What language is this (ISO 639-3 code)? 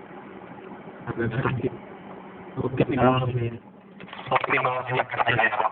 slk